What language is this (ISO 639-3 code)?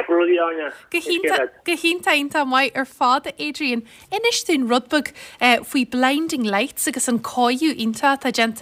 gle